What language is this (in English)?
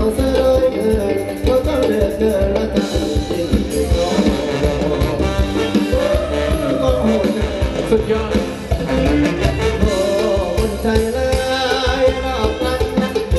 Thai